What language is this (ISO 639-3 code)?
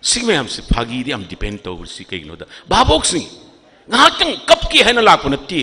mni